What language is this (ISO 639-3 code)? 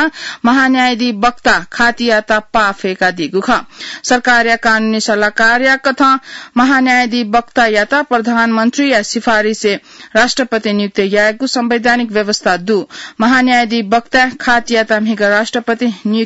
new